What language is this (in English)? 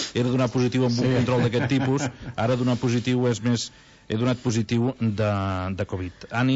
Catalan